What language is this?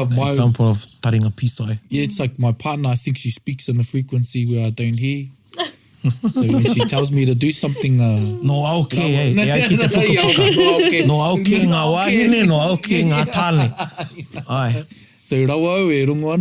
Māori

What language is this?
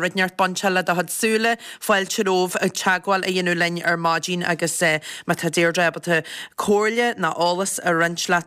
Irish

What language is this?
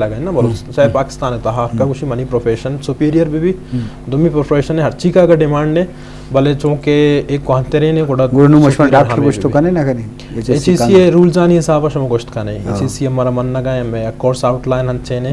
Eastern Balochi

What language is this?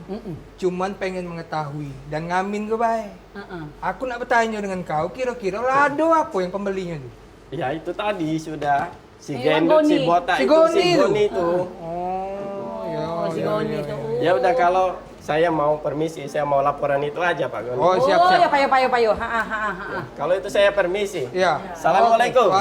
Musi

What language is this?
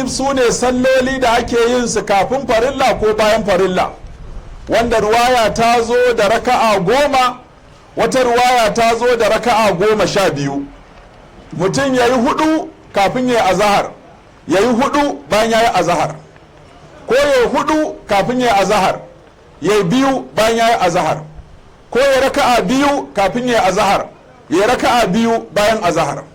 Hausa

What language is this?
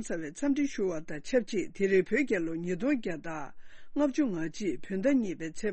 Tibetan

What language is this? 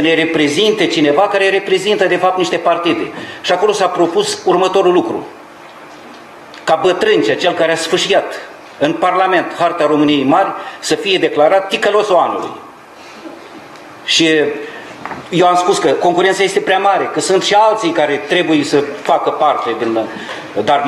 Romanian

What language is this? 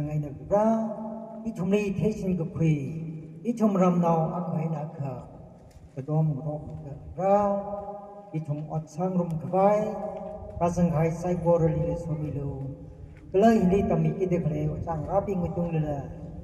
Tangkhul Naga (India)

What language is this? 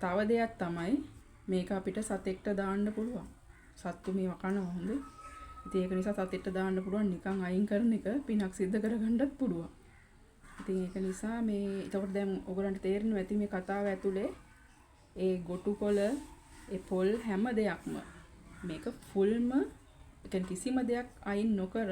Sinhala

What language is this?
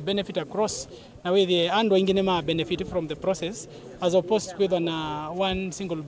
Kamba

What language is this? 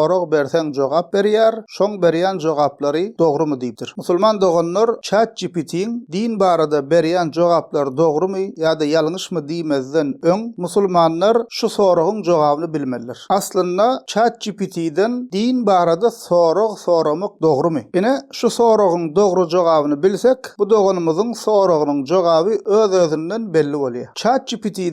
Turkmen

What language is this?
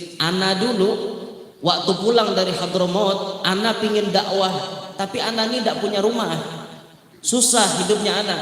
Banjar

